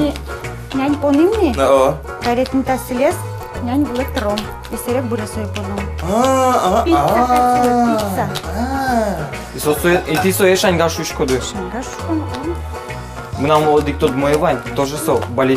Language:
Udmurt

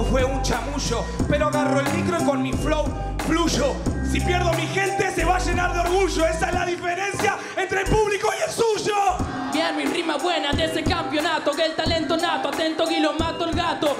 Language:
Spanish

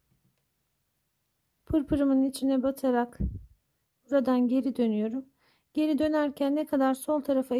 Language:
Turkish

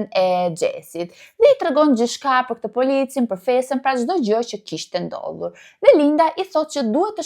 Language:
Albanian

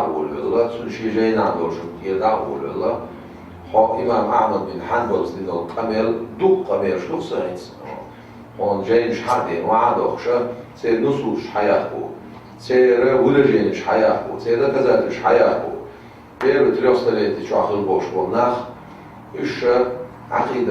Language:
Chechen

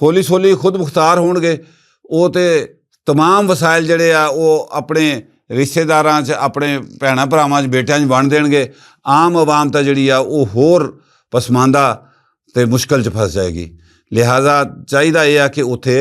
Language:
Western Panjabi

